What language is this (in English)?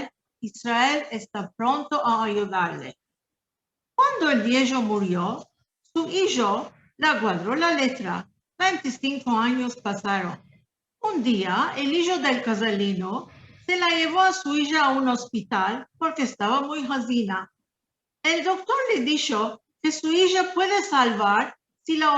Ladino